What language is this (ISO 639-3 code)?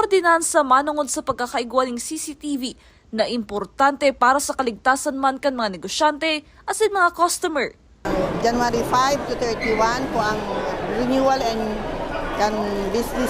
bik